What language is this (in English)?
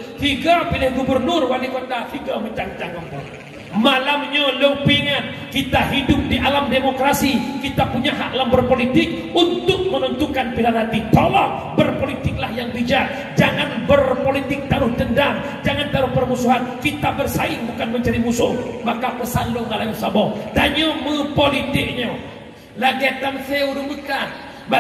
Achinese